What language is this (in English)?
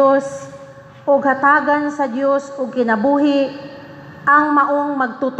Cebuano